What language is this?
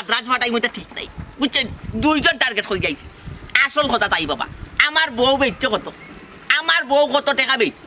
Sylheti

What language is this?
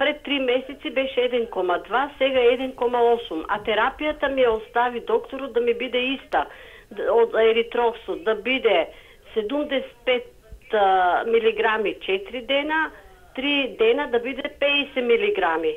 Macedonian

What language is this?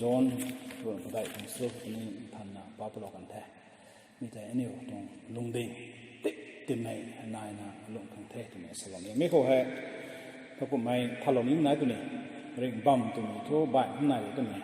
Rongmei Naga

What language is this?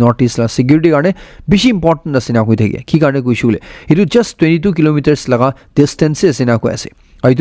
Naga Pidgin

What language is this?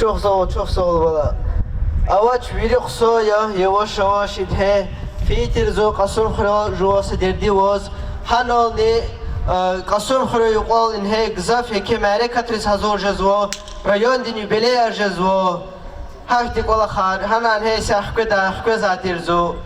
Lezghian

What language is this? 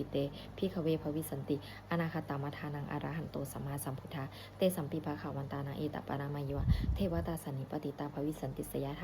Pali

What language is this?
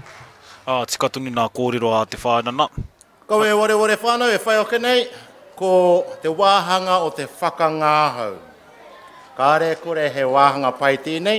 Māori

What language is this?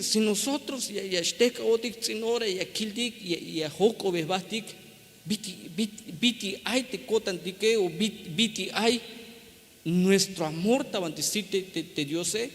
Tzeltal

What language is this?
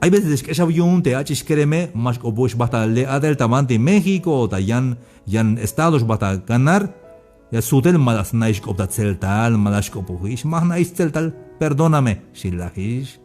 Tzeltal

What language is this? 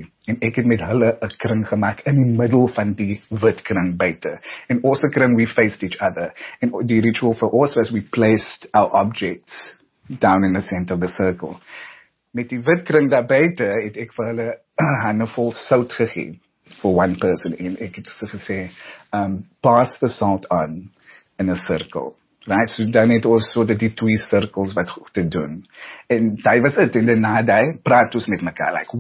Afrikaans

